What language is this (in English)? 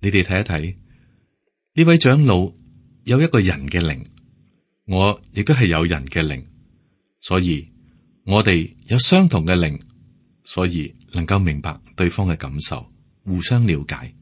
Cantonese